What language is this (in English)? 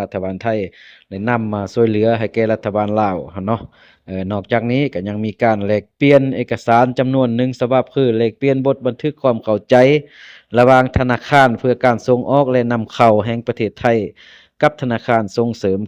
Lao